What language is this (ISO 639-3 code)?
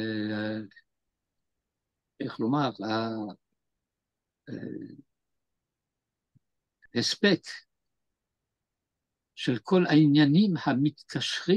heb